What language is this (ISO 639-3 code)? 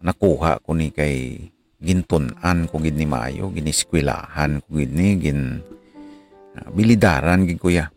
hil